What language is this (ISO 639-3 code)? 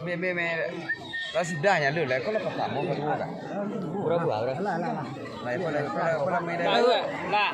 min